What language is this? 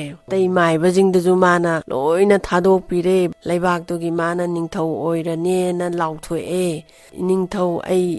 Manipuri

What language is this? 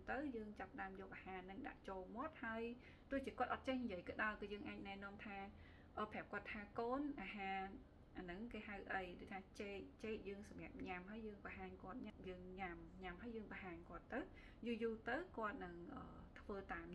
Khmer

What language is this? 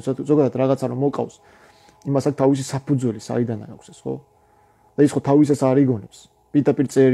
Georgian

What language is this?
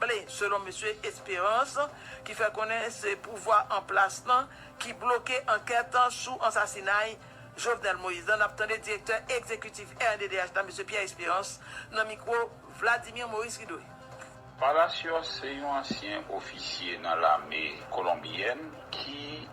Haitian Creole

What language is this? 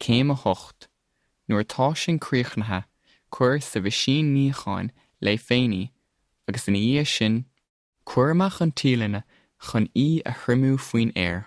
Irish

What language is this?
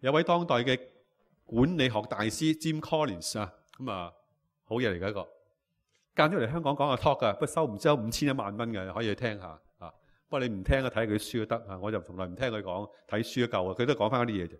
Cantonese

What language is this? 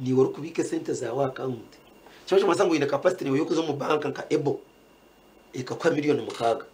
Nyankole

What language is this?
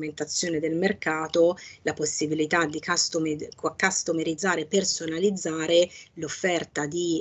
Italian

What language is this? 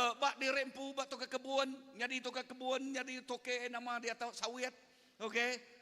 Iban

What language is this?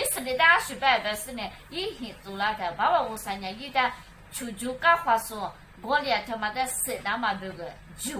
Lisu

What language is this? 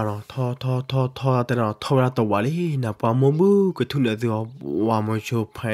S'gaw Karen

